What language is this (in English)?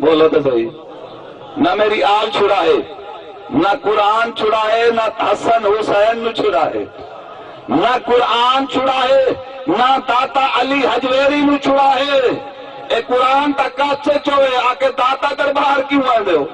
Saraiki